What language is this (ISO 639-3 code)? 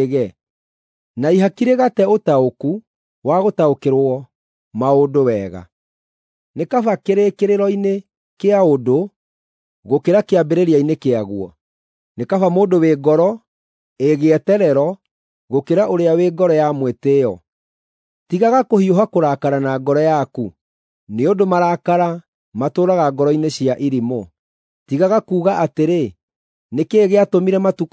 kik